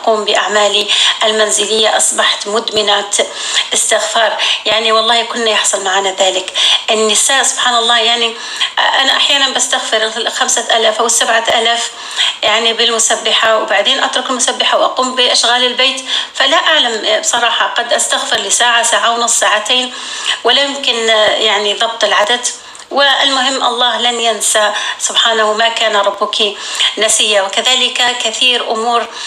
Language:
North Levantine Arabic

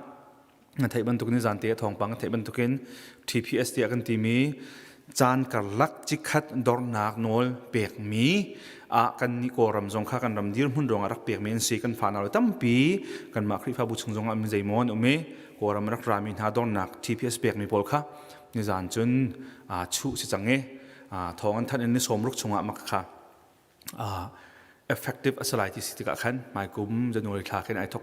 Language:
Hakha Chin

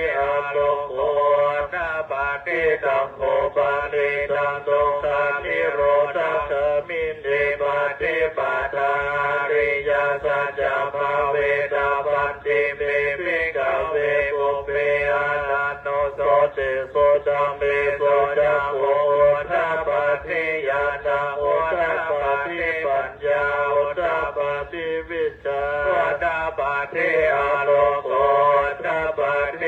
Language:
Pali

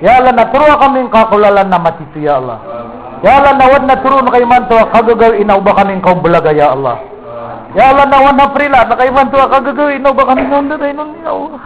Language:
Maranao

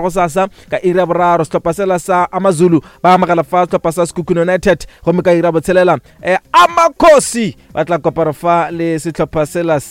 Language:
Northern Sotho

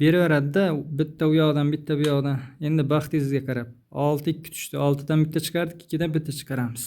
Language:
Uzbek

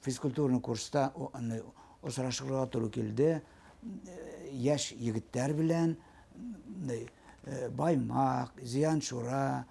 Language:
Bashkir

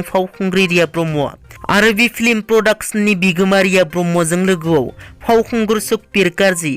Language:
Bodo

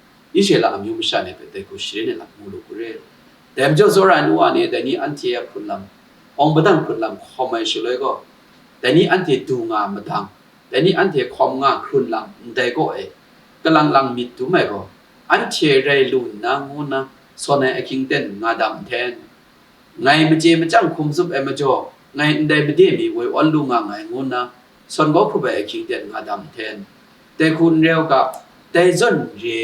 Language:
Kachin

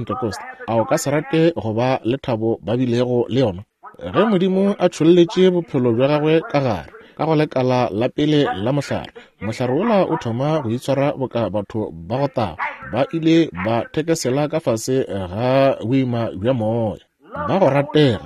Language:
Northern Sotho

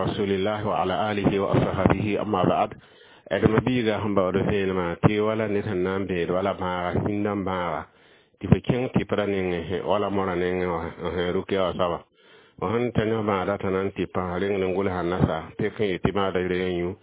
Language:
Mossi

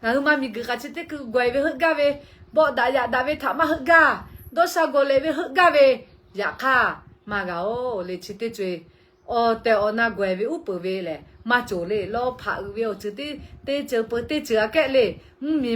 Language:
Lahu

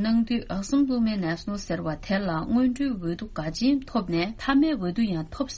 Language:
Tibetan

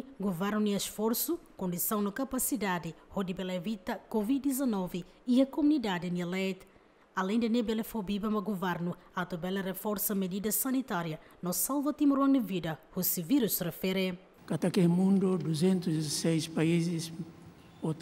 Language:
Tetum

